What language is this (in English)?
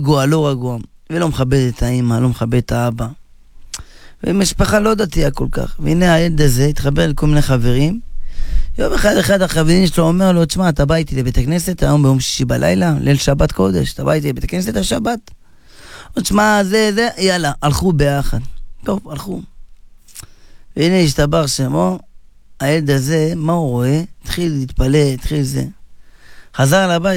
Hebrew